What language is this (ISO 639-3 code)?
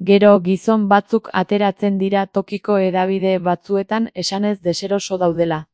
eus